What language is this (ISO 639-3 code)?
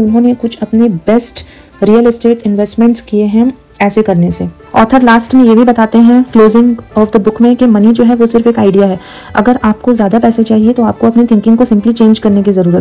hin